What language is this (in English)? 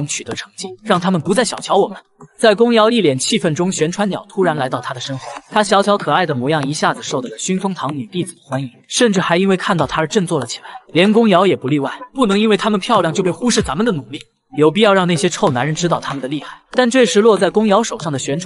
Chinese